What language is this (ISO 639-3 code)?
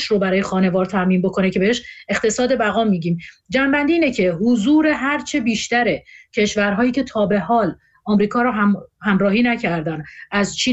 fas